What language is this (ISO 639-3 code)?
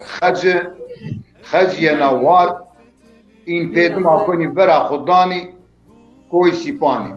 zza